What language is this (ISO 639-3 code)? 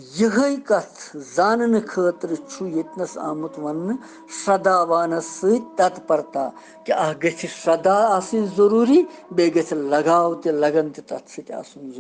kas